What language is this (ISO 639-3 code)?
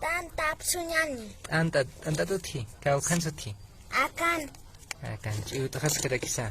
aym